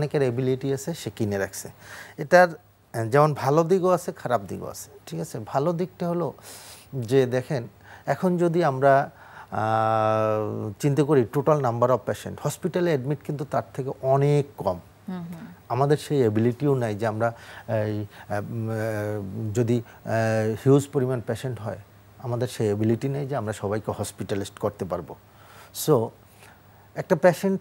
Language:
Bangla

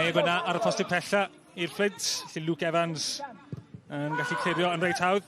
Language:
Welsh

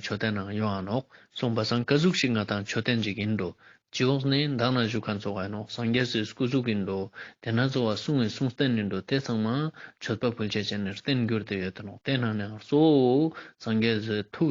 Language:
Ladakhi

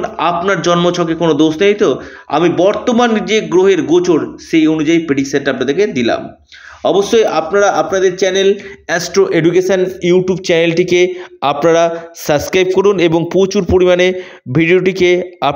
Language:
Bangla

